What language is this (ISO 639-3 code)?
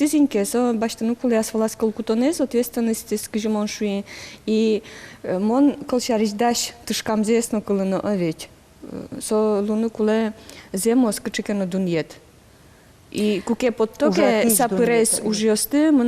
udm